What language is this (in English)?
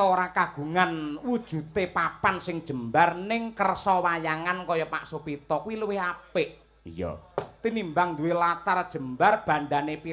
Javanese